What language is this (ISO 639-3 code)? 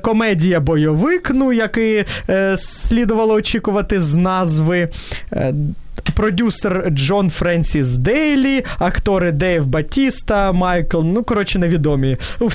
ukr